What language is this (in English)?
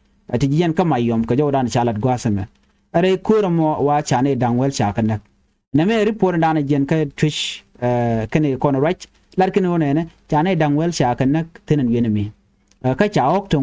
Nuer